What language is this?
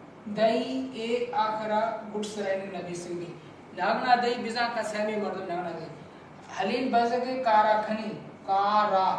Baluchi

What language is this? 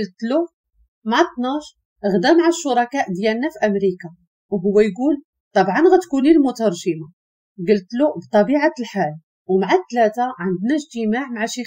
Moroccan Arabic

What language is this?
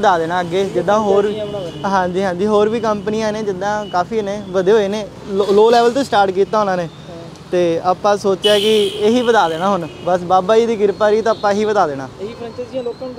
Punjabi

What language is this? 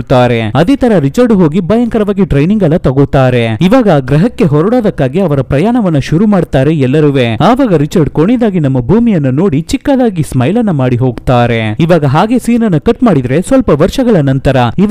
Kannada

